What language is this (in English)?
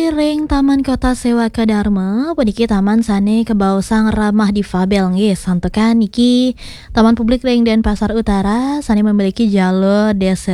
Balinese